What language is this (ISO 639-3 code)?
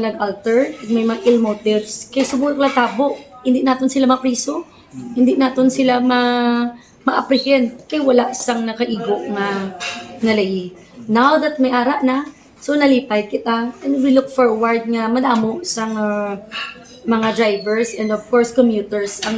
hil